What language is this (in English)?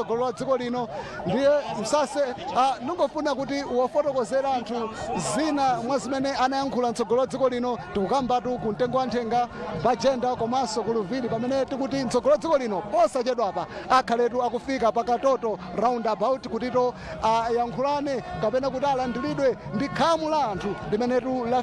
Nyanja